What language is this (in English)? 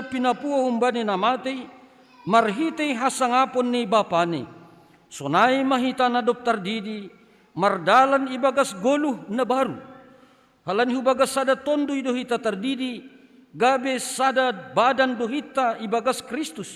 Batak Simalungun